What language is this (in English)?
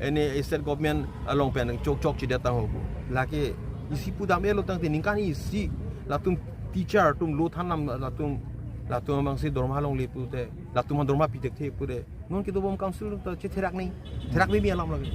Karbi